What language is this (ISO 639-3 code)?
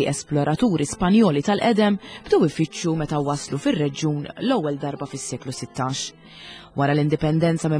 mlt